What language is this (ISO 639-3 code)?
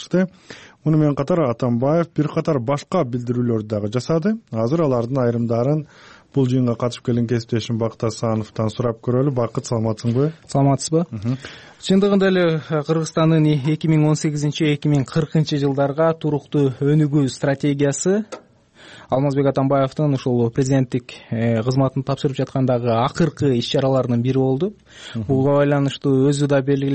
kir